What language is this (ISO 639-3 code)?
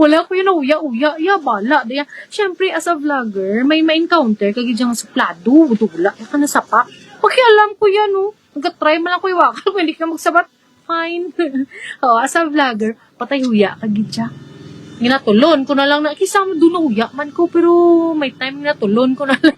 hil